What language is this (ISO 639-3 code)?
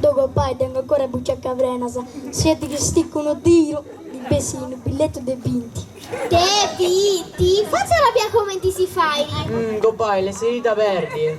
srd